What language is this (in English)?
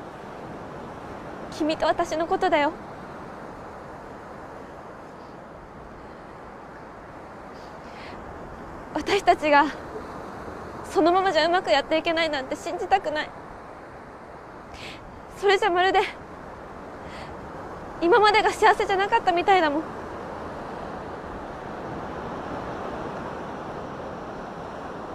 Japanese